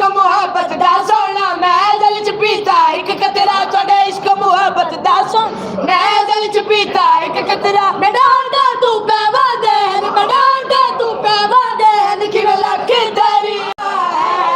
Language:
Saraiki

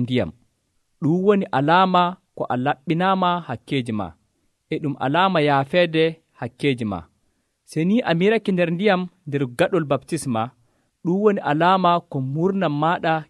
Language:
Nigerian Fulfulde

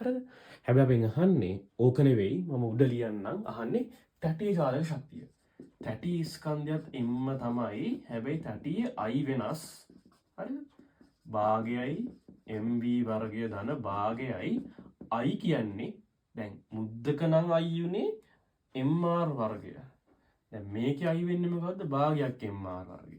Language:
Sinhala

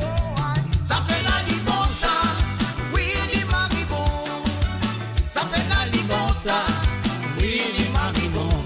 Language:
Morisyen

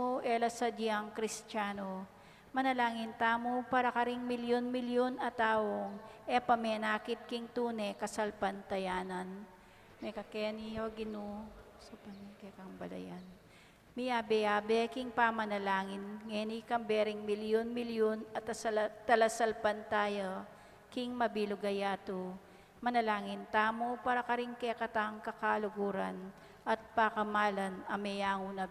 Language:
Pampanga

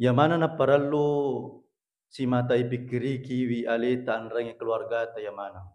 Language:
Buginese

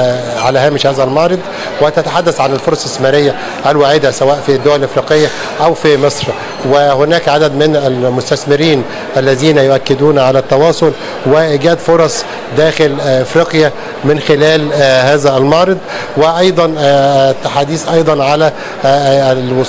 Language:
Arabic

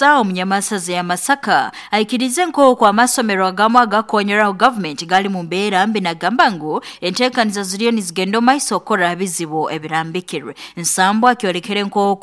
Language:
Nyoro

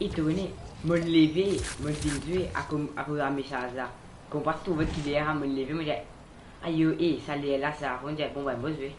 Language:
Morisyen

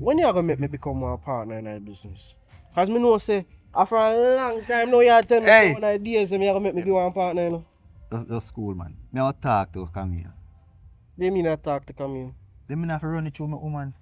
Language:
Jamaican Creole English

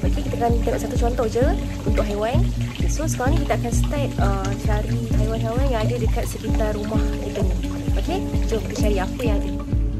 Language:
Malay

